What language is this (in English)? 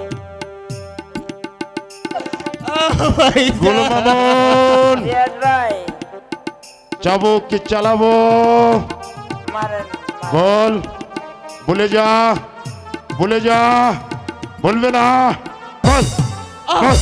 Bangla